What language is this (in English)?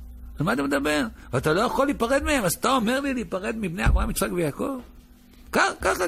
Hebrew